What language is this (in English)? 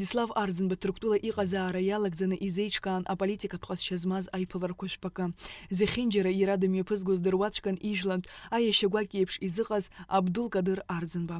Abkhazian